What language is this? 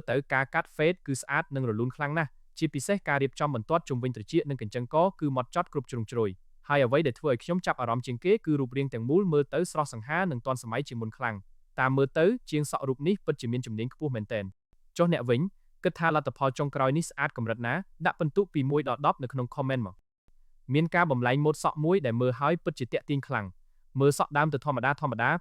Khmer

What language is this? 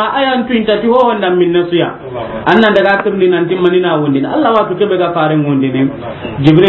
Soninke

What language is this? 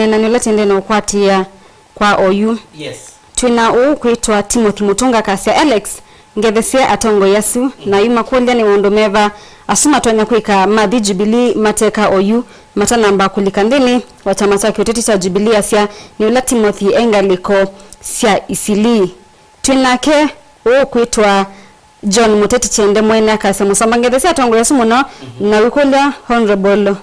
Kamba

